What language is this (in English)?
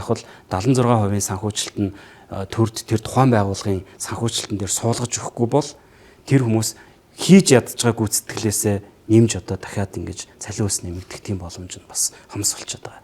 Mongolian